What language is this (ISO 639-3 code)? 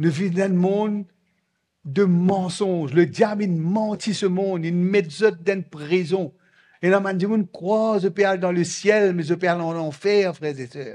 mfe